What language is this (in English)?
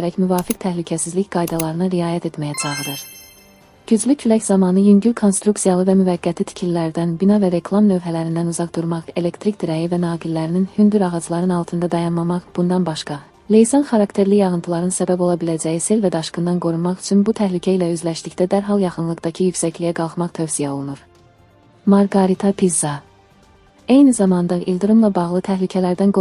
Azerbaijani